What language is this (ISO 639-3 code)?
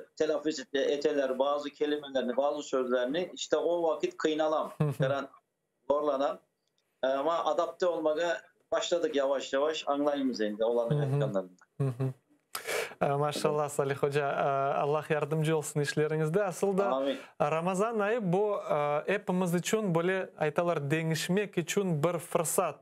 crh